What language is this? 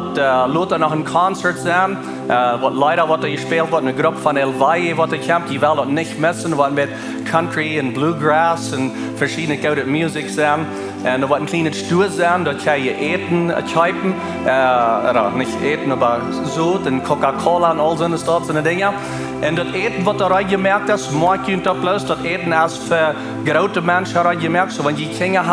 Plautdietsch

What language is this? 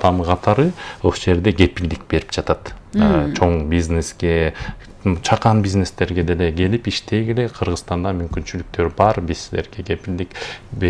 Kyrgyz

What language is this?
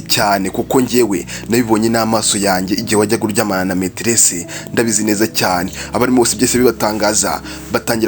Kinyarwanda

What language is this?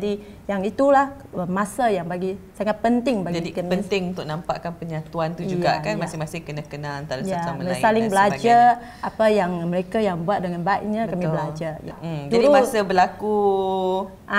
Malay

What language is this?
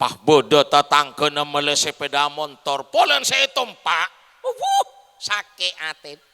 Madurese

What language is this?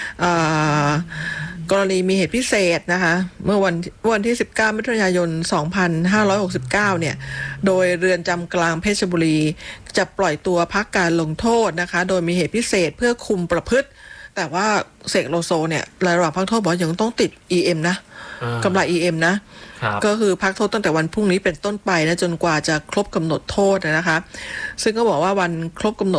Thai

